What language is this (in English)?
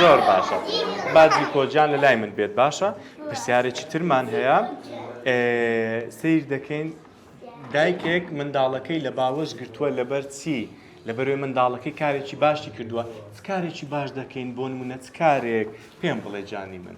Central Kurdish